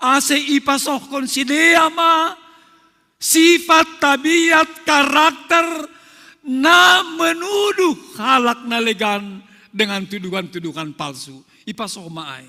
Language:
Batak Simalungun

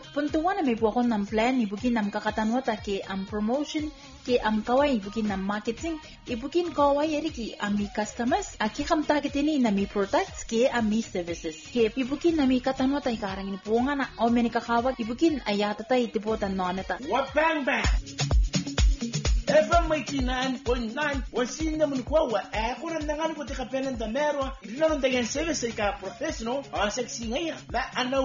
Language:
Gilbertese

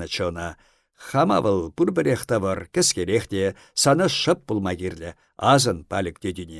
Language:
Chuvash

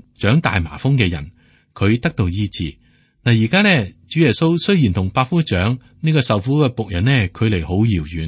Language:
Cantonese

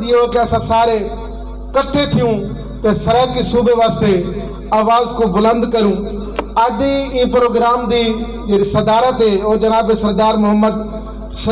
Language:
Saraiki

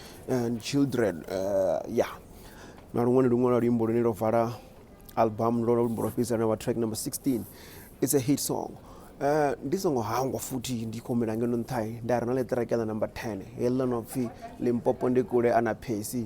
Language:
Venda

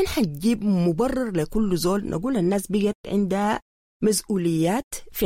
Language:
Sudanese Arabic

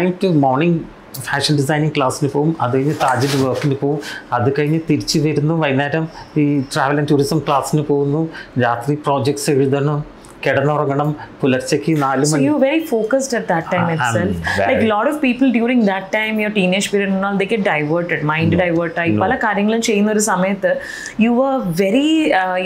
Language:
Malayalam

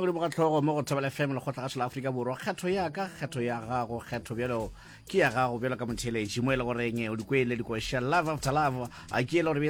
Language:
Northern Sotho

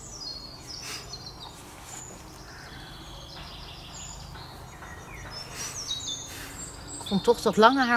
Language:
Dutch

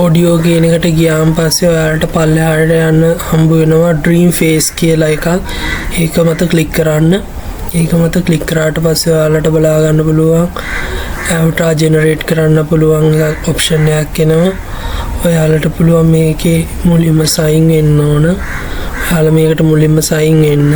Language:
Sinhala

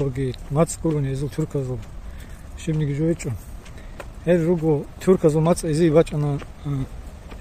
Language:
Avaric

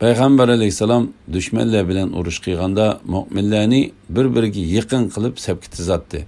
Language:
Uyghur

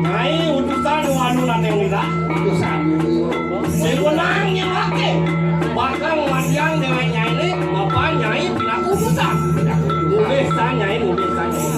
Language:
Balinese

